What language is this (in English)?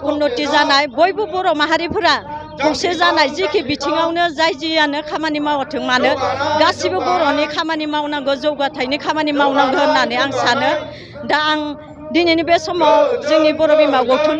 Bodo